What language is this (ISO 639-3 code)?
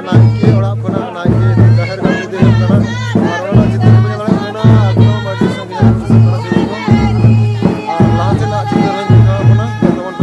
sat